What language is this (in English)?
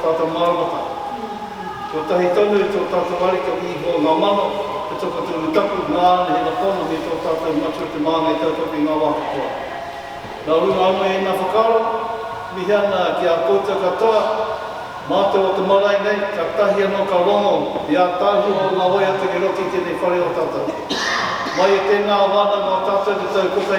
Māori